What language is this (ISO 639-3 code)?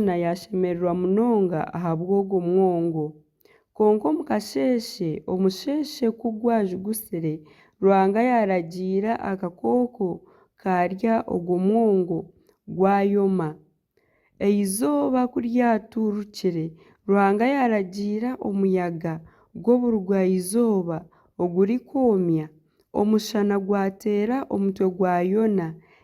nyn